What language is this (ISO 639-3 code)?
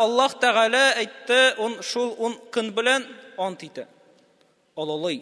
tat